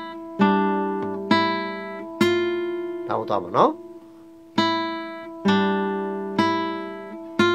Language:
Burmese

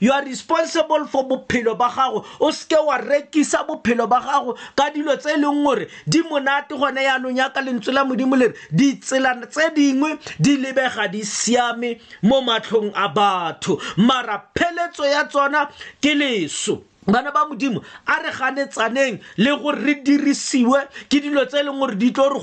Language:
Tswana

